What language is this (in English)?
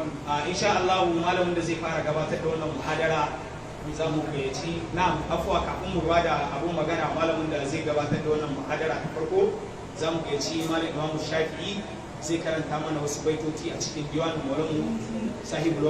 Hausa